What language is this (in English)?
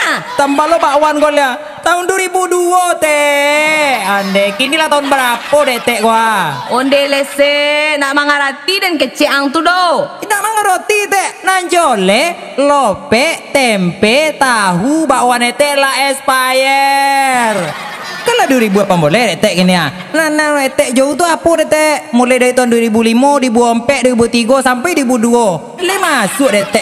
Minangkabau